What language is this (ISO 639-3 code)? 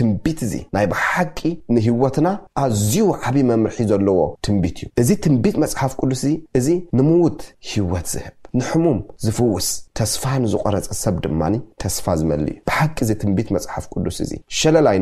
tir